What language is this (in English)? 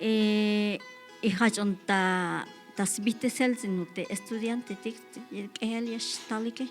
Tzeltal